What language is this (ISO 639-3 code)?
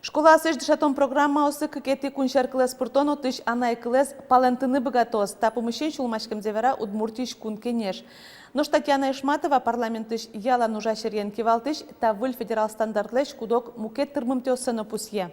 udm